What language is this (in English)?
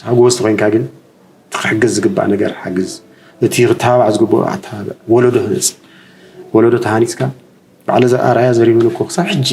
Tigrinya